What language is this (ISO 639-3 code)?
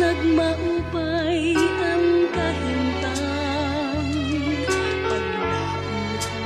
war